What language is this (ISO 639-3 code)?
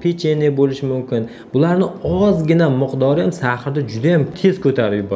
uzb